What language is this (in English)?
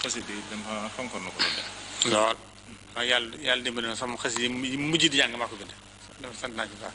Wolof